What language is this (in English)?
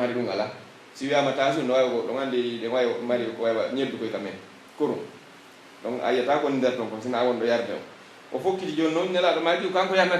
Pular